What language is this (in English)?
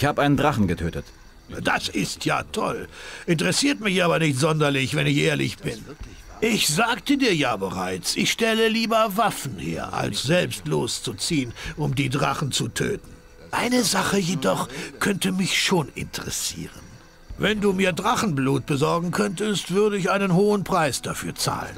Bavarian